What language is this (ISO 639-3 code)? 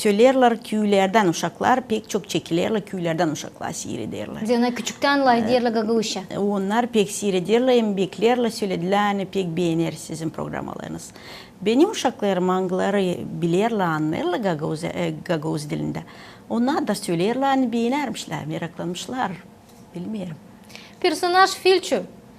gag